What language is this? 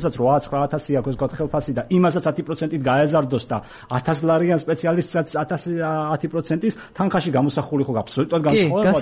Georgian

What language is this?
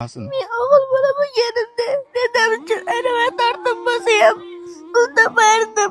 Uzbek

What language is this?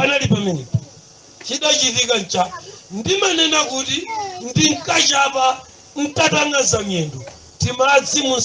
Nyanja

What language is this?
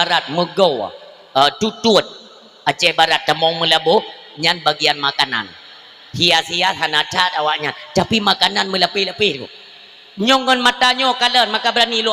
Achinese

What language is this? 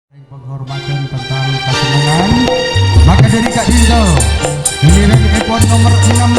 Madurese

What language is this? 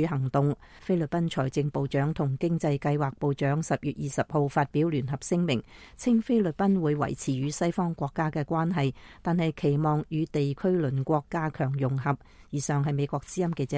Cantonese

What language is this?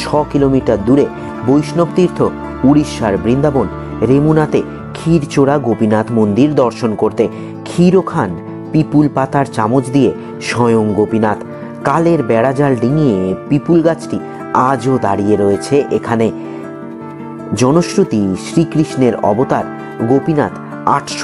Bangla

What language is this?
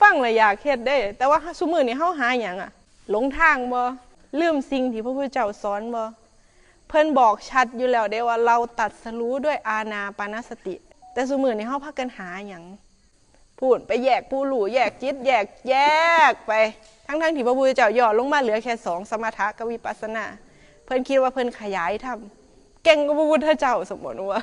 Northeastern Thai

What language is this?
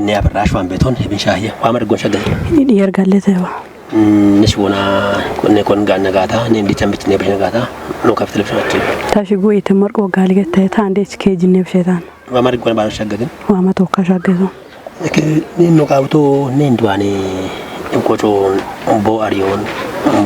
Kafa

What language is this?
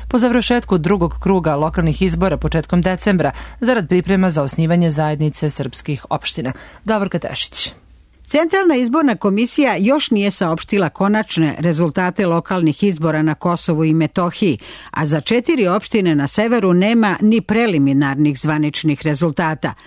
Serbian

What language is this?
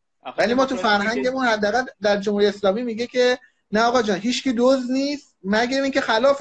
Persian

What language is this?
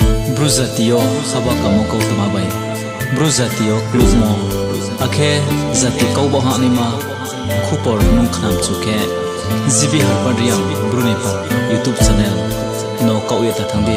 Riang (India)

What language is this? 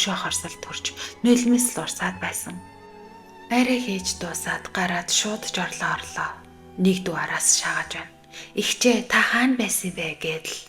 Mongolian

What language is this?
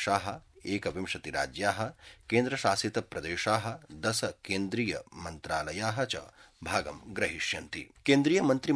Sanskrit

